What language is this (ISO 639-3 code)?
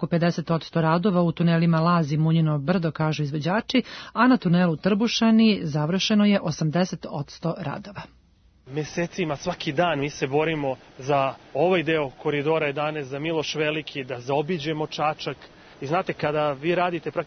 srp